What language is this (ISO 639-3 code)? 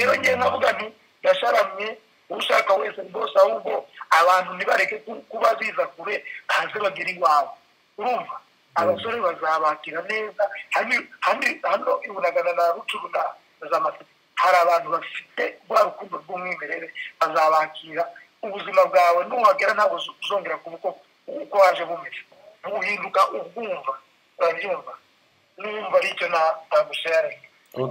kin